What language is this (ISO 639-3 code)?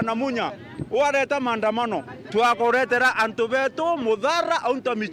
mer